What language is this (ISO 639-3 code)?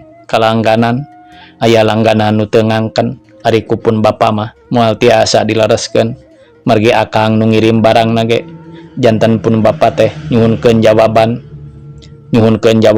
sun